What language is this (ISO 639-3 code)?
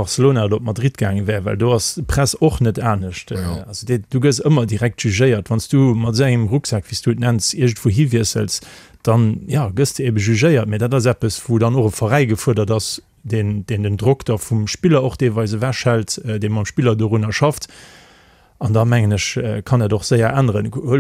ltz